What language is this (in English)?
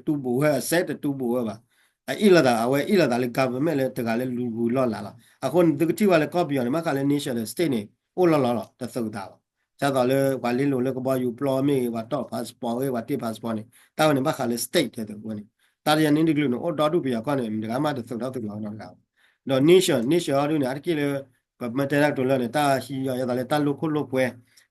S'gaw Karen